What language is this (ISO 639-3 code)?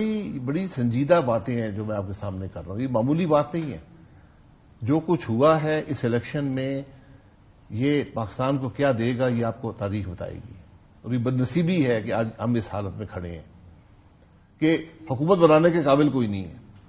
urd